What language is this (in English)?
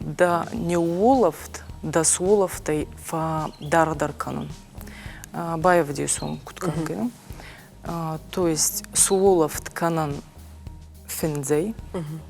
Ossetic